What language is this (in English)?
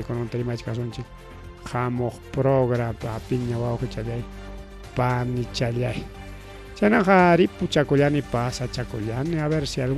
Ayacucho Quechua